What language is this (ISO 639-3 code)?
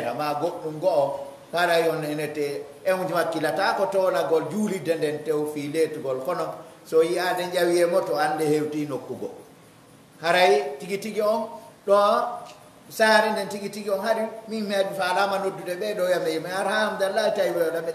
fuf